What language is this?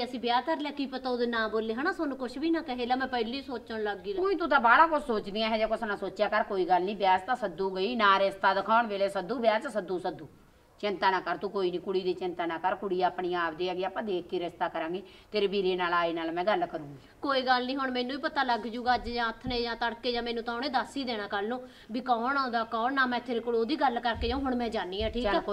Punjabi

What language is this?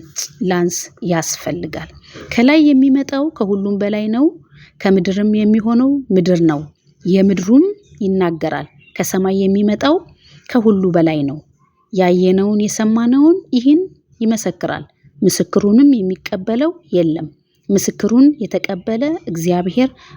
Amharic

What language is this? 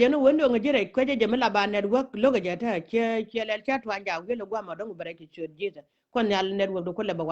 Nuer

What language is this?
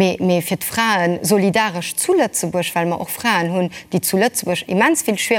Luxembourgish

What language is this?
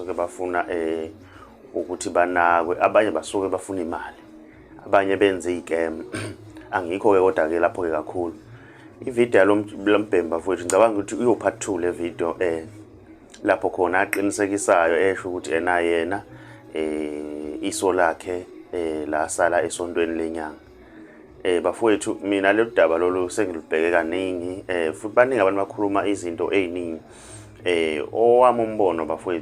Zulu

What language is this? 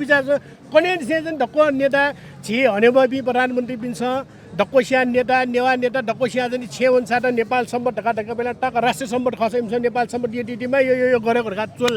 Newari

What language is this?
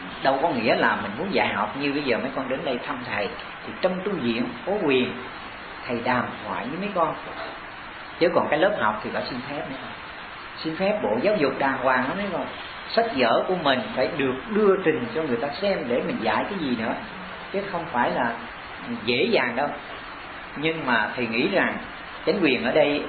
Vietnamese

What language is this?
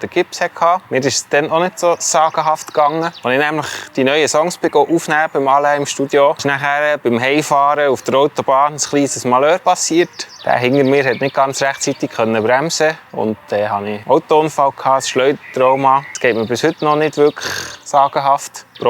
Swiss German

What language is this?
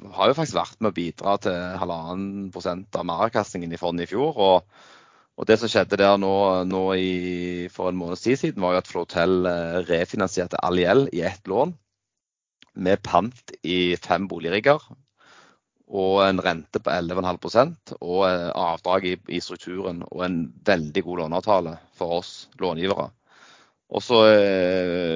Norwegian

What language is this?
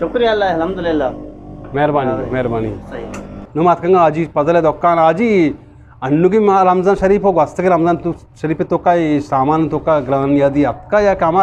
Eastern Balochi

